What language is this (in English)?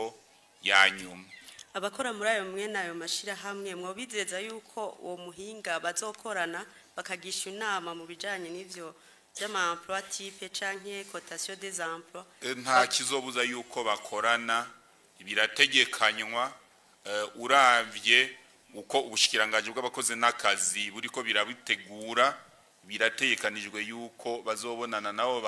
Rundi